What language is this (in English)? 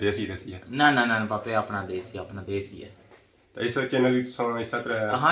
Pahari-Potwari